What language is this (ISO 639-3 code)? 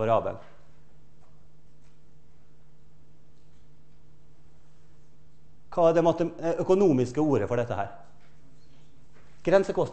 nor